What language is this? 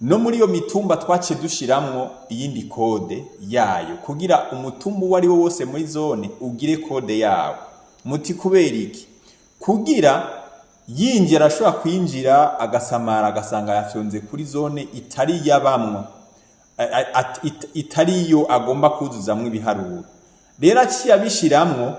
Rundi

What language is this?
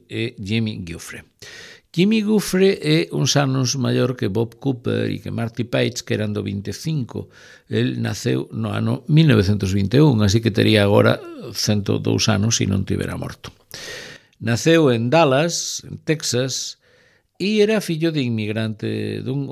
Galician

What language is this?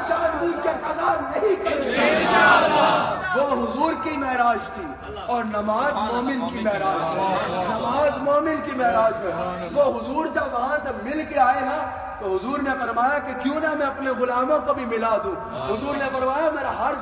Urdu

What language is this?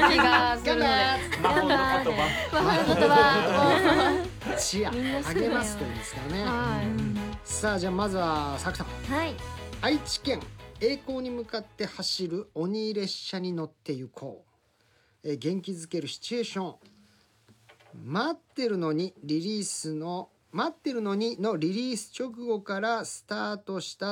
Japanese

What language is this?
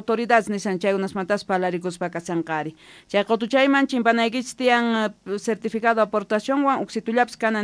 South Bolivian Quechua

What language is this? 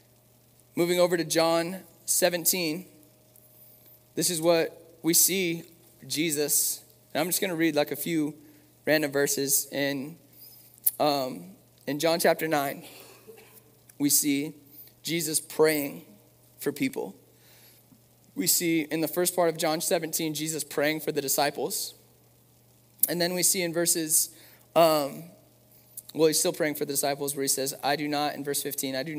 English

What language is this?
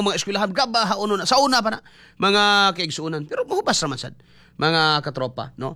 Cebuano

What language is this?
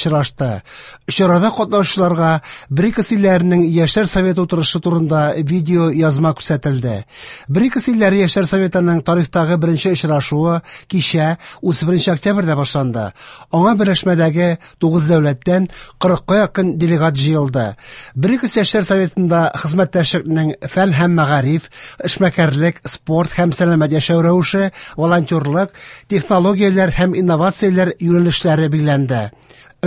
Tatar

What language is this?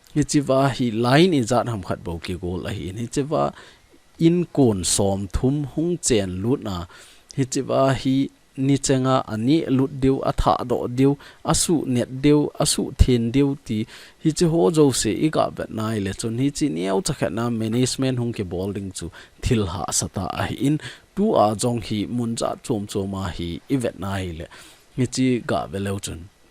Thado Chin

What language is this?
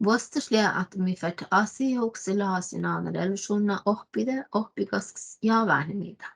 Northern Sami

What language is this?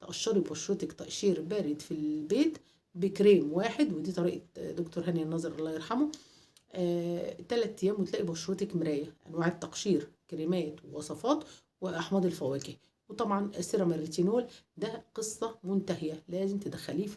Egyptian Arabic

